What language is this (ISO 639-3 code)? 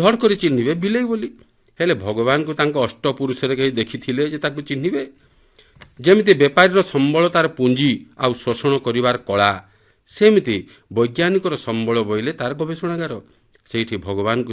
ori